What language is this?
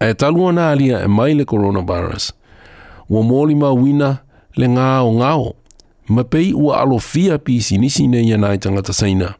Samoan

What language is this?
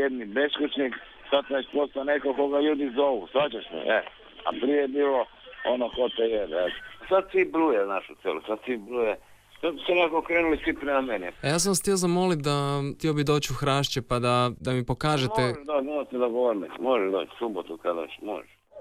Croatian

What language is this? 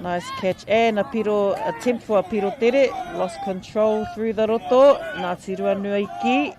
Māori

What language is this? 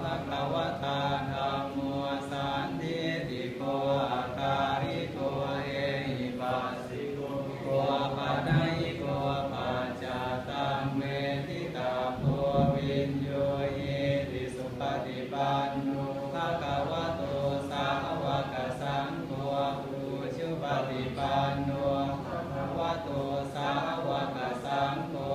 Pali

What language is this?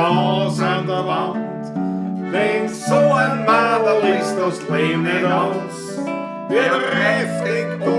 Bavarian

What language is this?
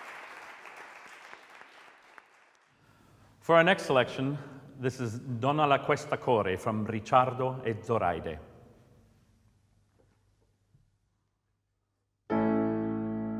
Italian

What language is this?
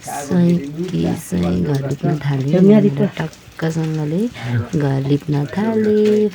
Nepali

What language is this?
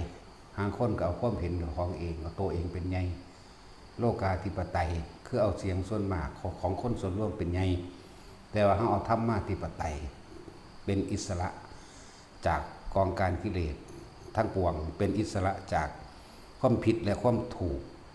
Northeastern Thai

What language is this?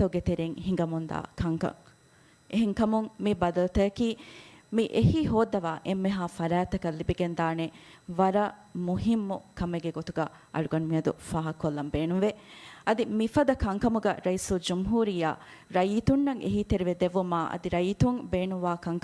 Divehi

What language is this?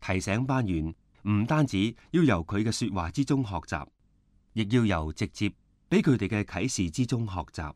Cantonese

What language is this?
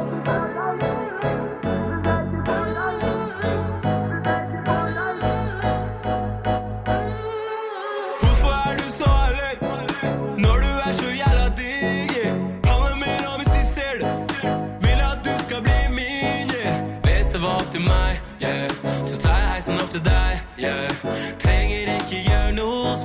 Norwegian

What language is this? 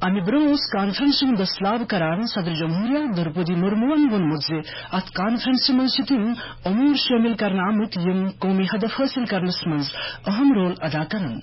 Kashmiri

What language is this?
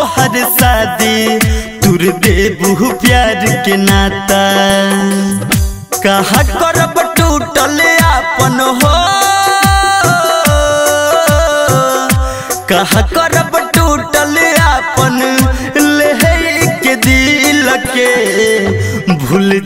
Bhojpuri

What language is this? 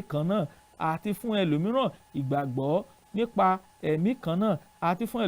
Yoruba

